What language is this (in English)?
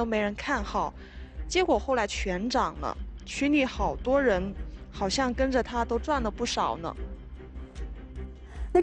Chinese